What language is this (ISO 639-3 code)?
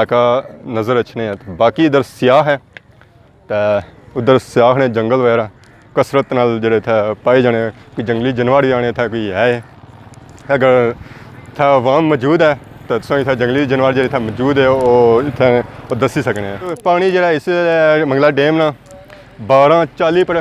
phr